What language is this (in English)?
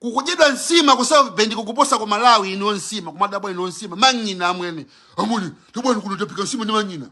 Nyanja